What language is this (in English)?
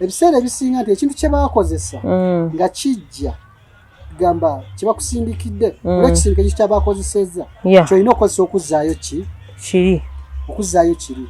Ganda